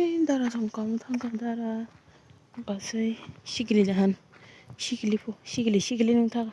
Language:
Kok Borok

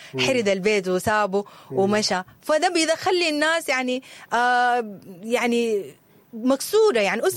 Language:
Sudanese Arabic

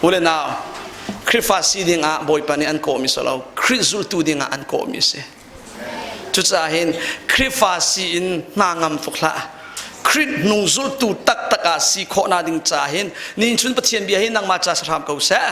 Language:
Hakha Chin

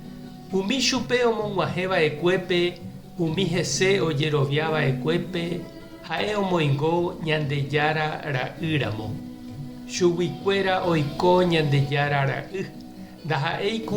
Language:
Guarani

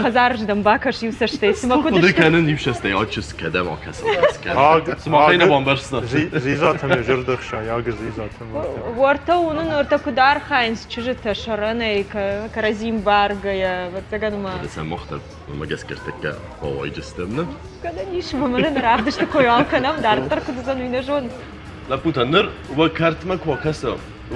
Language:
Ossetic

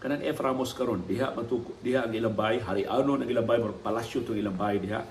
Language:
Cebuano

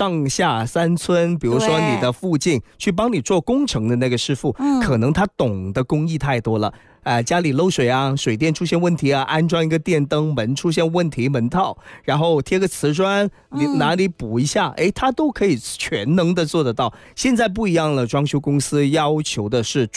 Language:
Chinese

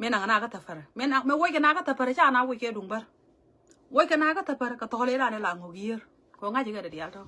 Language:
Nuer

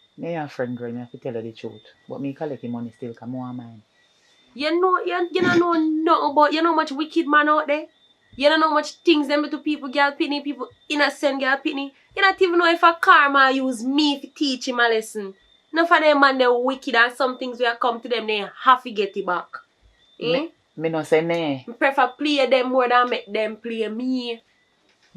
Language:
Jamaican Creole English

